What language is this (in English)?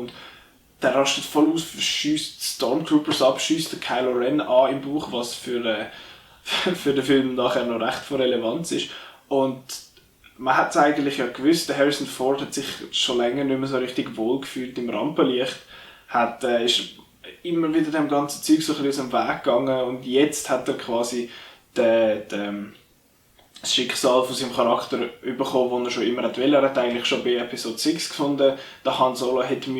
Swiss German